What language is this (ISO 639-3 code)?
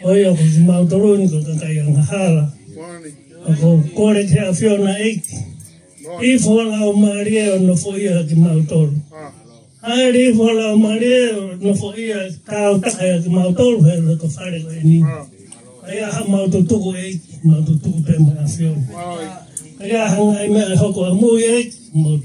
ton